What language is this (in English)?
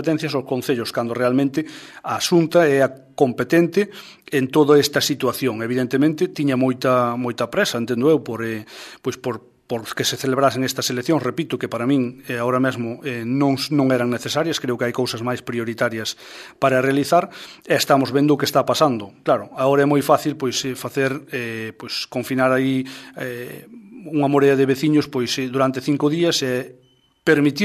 Galician